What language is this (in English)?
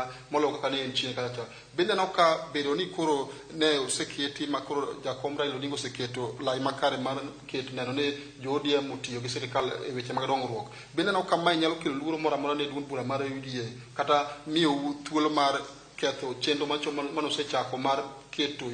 Luo (Kenya and Tanzania)